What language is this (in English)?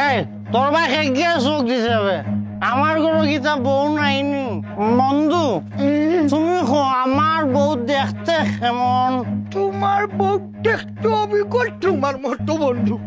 Sylheti